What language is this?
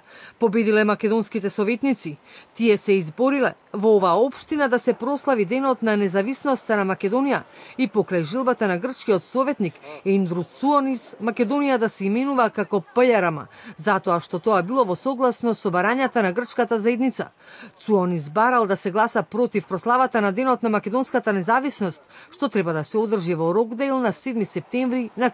Macedonian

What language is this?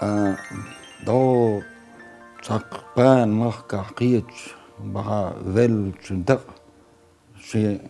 Chechen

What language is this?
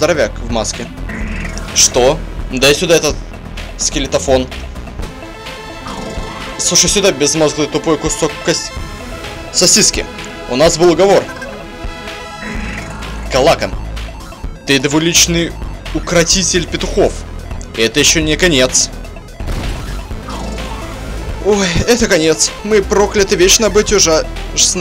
Russian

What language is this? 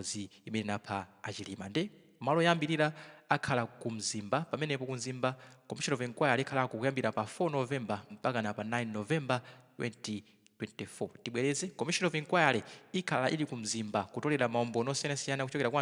Nyanja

